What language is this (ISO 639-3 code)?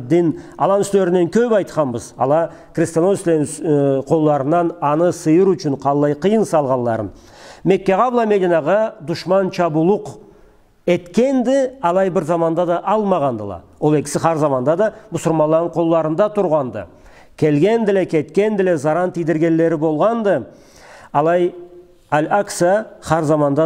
krc